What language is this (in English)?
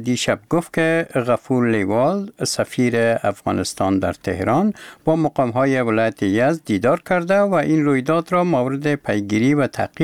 Persian